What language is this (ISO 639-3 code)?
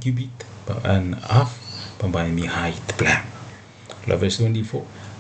bis